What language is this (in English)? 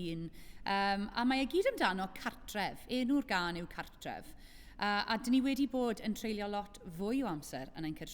Welsh